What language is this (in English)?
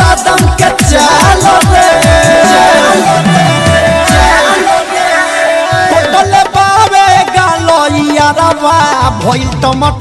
Bhojpuri